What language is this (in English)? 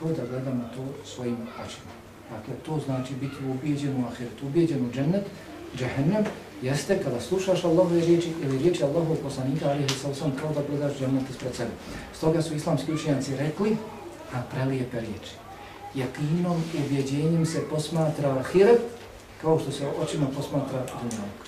Bosnian